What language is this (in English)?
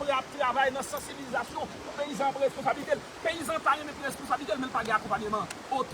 Haitian Creole